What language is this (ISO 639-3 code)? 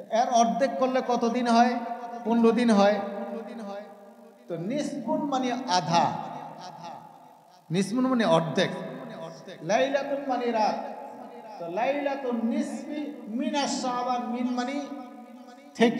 ben